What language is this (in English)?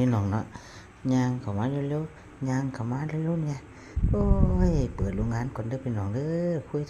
Northeastern Thai